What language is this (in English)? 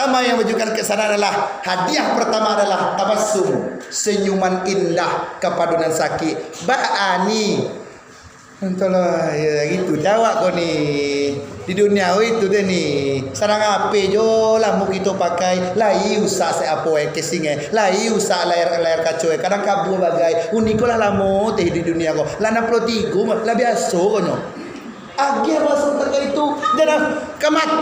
Minangkabau